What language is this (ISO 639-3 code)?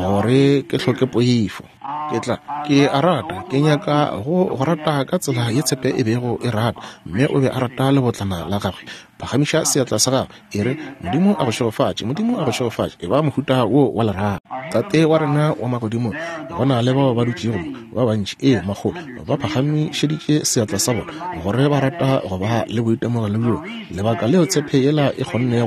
nso